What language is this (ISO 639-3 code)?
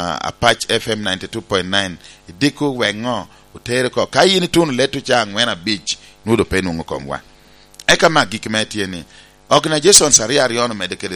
laj